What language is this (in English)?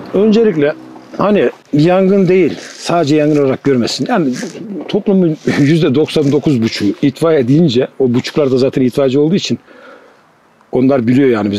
Turkish